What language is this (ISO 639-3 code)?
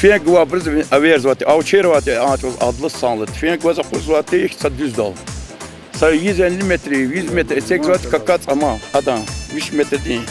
lez